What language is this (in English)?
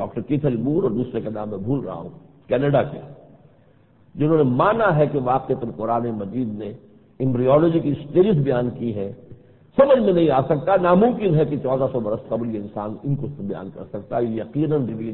Urdu